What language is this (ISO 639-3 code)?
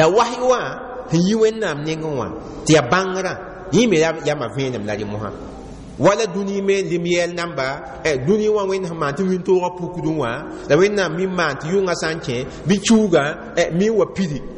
mos